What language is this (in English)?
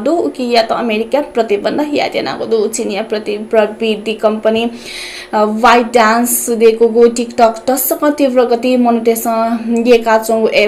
Newari